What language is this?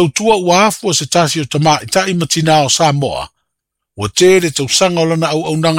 Samoan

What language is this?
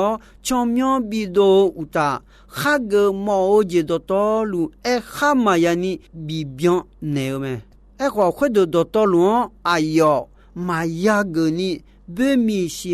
Akha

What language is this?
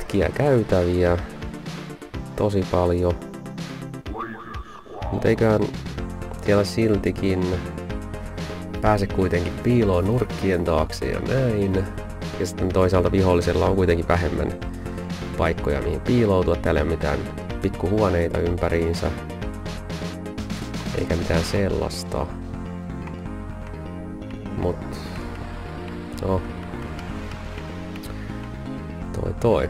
Finnish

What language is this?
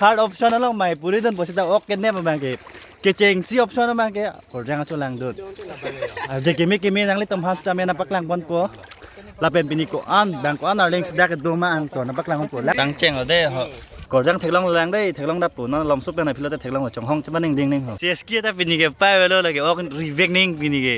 Karbi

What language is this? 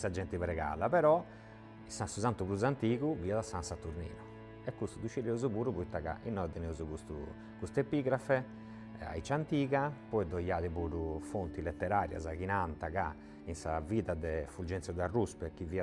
Sardinian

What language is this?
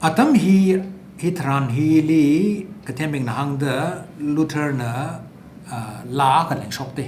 Tangkhul Naga (India)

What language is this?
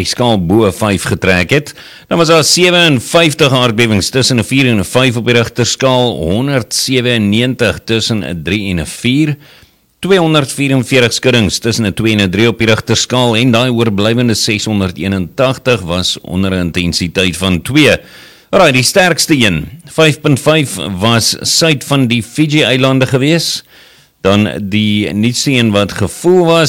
Afrikaans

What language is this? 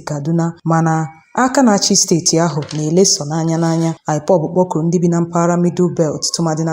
Igbo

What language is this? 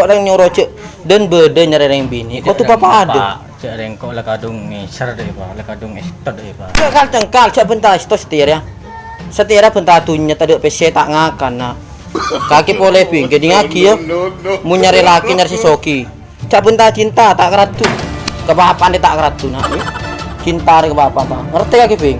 Madurese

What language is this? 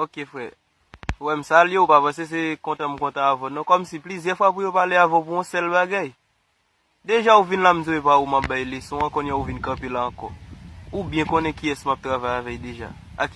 Haitian Creole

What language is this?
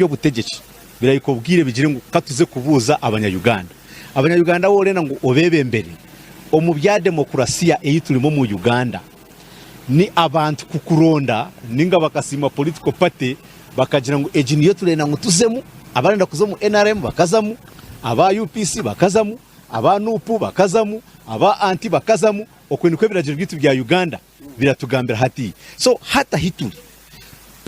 Nyankole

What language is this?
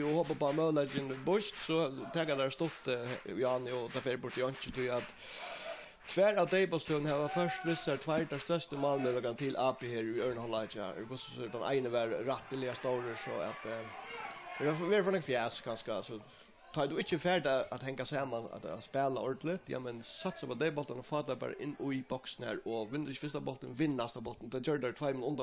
Faroese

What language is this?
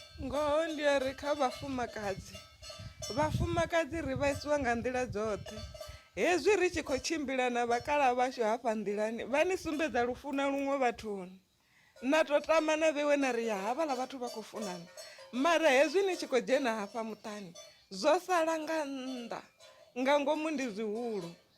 Venda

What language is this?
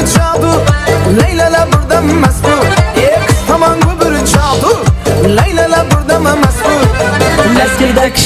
Kara-Kalpak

